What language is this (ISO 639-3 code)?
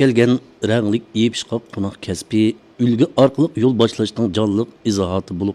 uig